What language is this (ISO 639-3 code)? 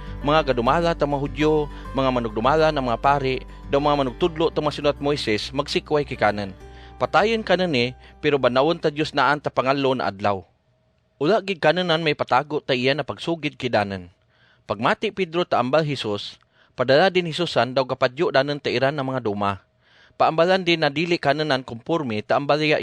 cgc